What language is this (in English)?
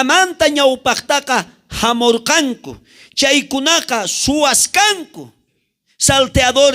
South Bolivian Quechua